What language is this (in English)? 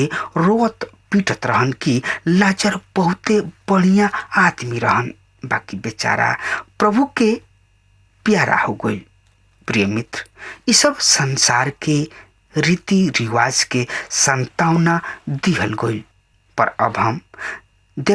Bhojpuri